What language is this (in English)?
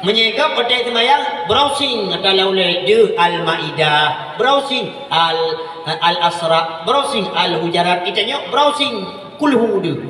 Achinese